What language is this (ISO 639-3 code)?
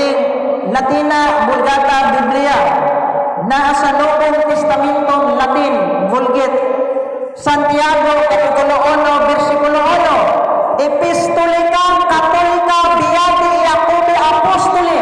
ceb